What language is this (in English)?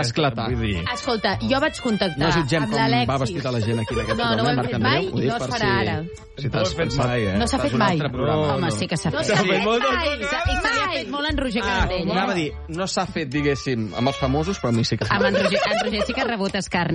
Catalan